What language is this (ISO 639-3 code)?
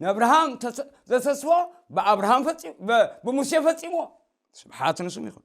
tir